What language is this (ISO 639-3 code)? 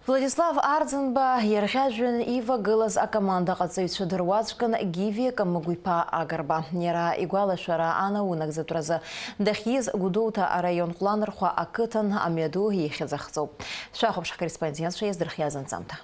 abk